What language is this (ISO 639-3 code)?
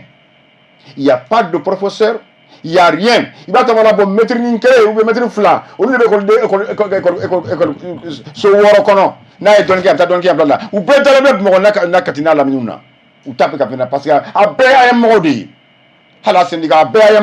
bam